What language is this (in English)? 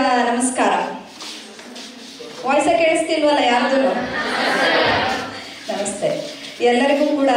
Kannada